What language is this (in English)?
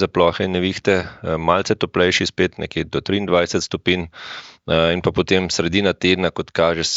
Slovenian